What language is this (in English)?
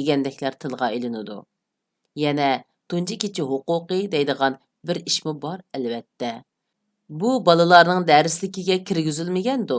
Uyghur